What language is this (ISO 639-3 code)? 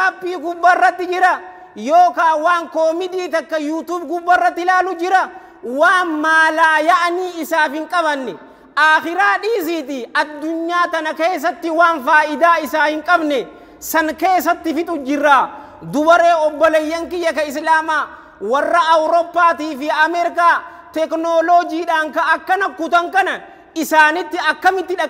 orm